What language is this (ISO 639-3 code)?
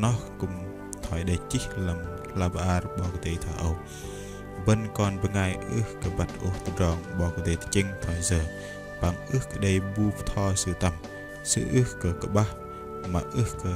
bdq